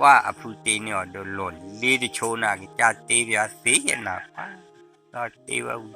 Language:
S'gaw Karen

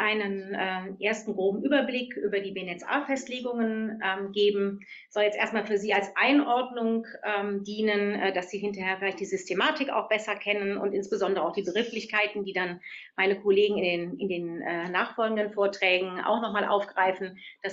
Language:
German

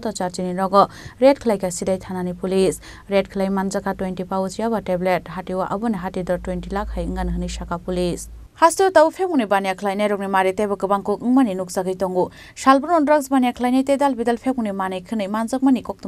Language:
Kok Borok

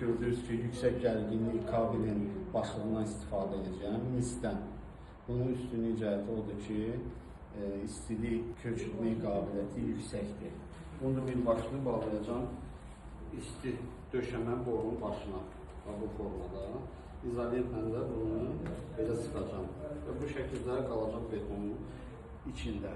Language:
Azerbaijani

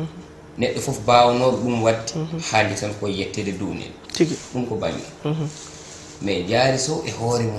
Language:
Fula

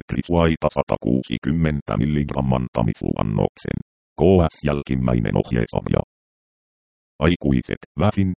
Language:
Finnish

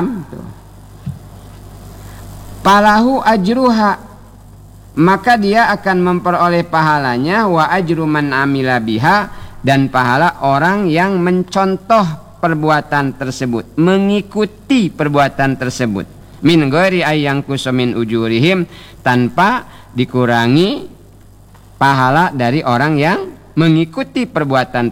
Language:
Indonesian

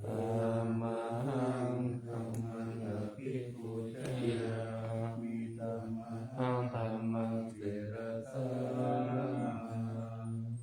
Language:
Pali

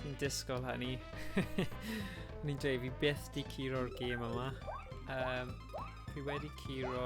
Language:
Welsh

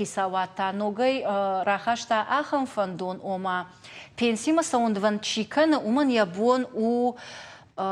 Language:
Ossetic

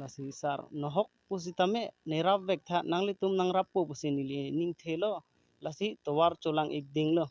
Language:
Karbi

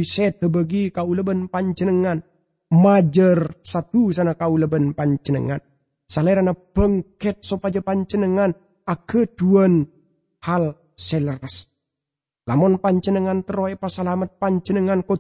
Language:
Madurese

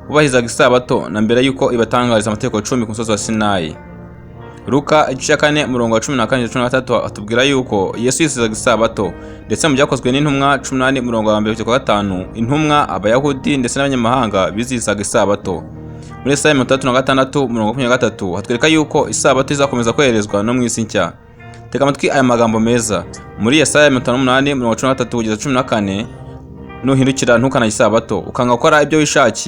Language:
Kinyarwanda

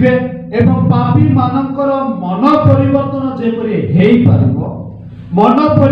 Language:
Odia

